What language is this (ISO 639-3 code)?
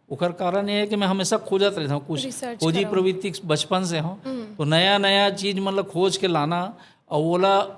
hne